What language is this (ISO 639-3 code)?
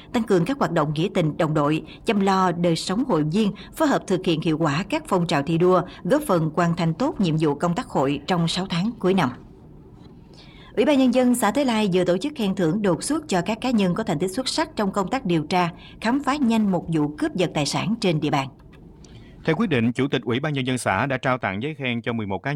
vie